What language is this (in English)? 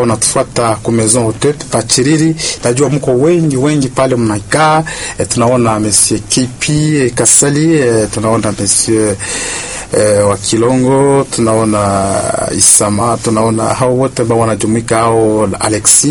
Swahili